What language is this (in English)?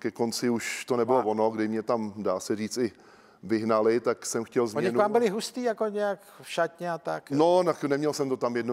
Czech